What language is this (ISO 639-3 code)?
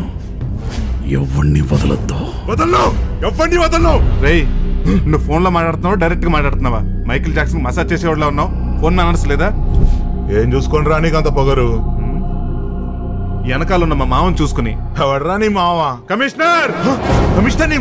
tel